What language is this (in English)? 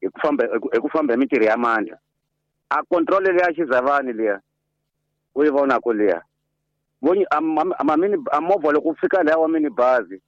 Tsonga